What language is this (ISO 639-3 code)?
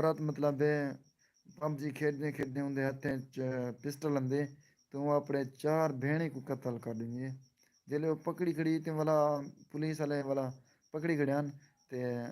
skr